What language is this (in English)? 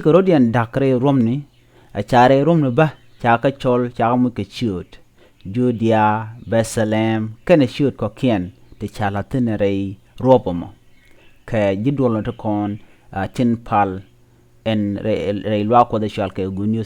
Nuer